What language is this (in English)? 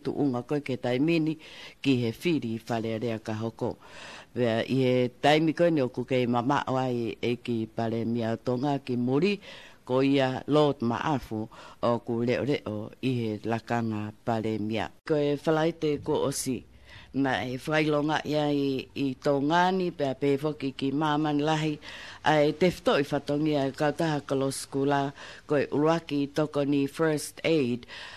Tongan